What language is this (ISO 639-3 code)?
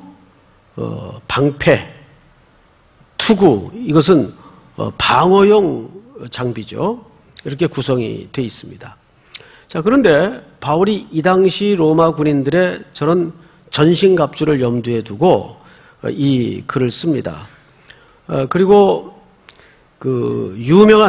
kor